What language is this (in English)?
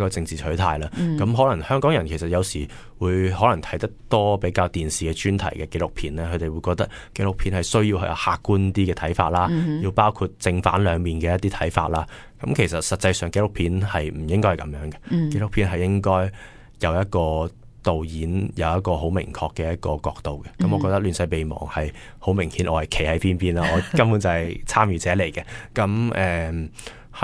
Cantonese